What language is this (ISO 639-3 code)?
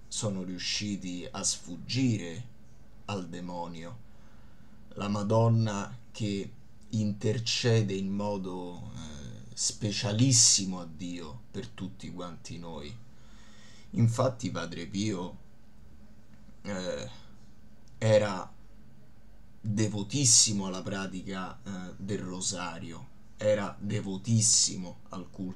ita